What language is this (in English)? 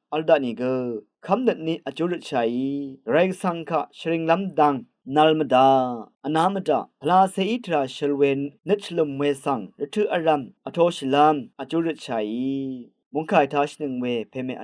Rawang